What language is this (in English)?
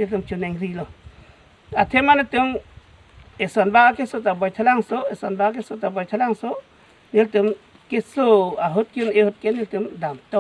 Karbi